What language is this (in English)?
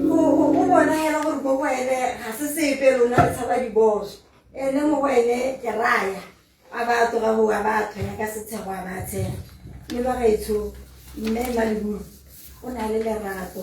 Tswana